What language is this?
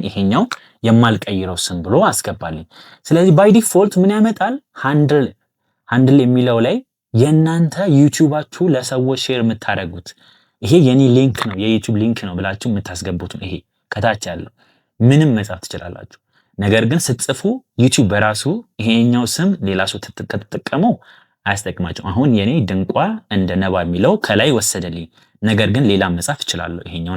Amharic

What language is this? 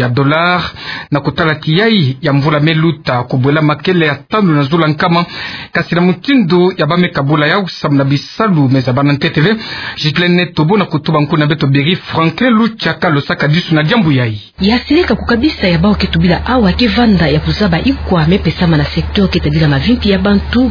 Kituba (Democratic Republic of Congo)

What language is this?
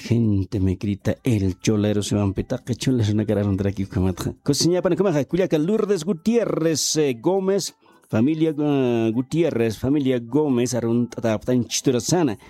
Aymara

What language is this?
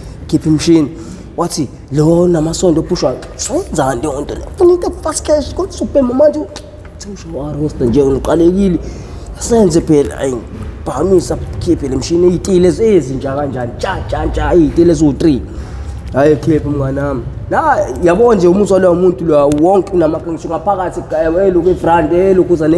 Zulu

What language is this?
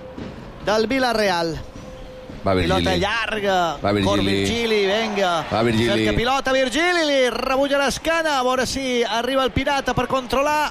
Catalan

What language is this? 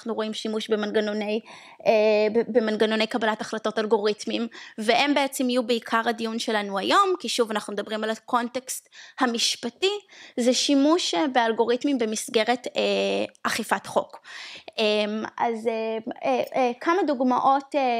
Hebrew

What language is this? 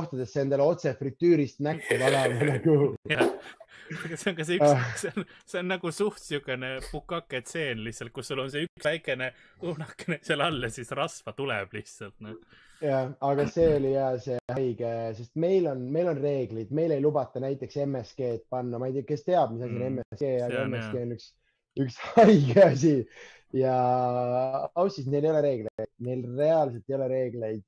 Estonian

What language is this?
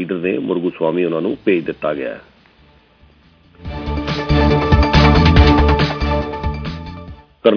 Punjabi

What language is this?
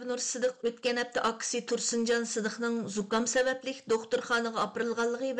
Uyghur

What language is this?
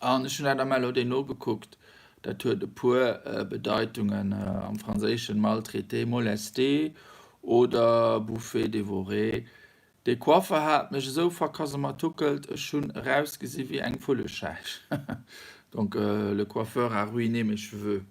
Luxembourgish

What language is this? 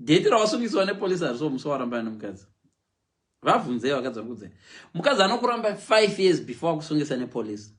Shona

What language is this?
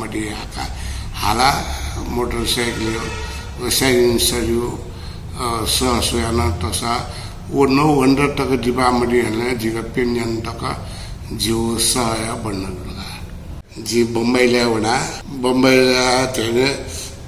Newari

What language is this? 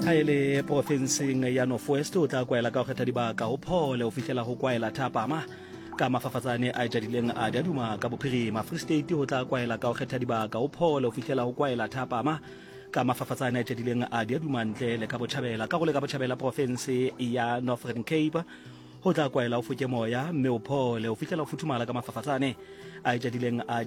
Southern Sotho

